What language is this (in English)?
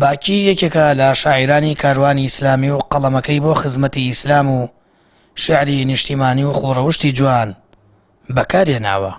Central Kurdish